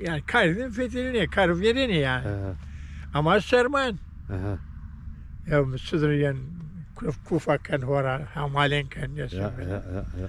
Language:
Zaza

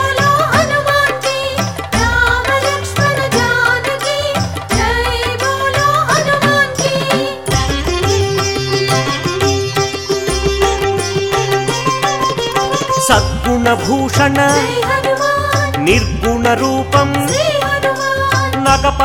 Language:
Telugu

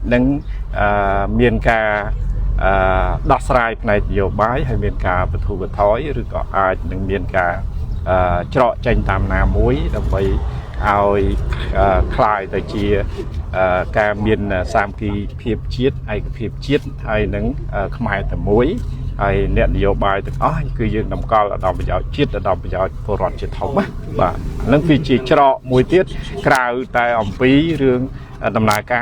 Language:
Khmer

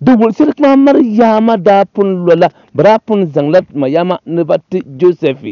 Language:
Dagbani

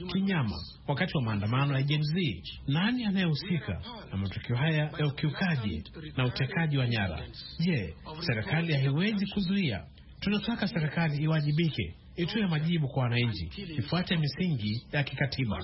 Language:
Swahili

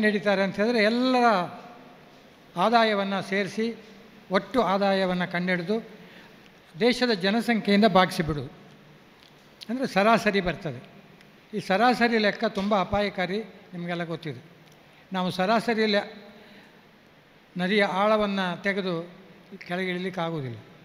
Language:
Kannada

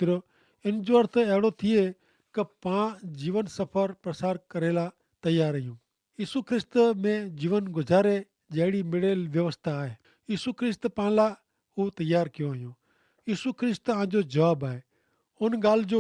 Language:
Kachhi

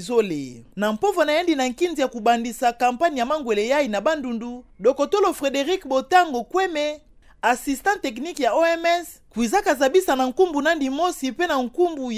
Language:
Kituba (Democratic Republic of Congo)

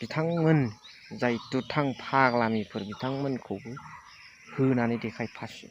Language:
Bodo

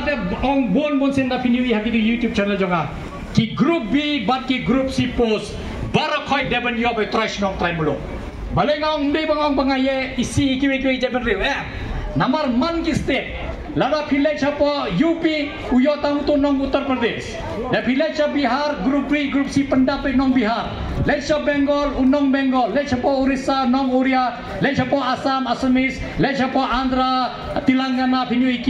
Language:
Khasi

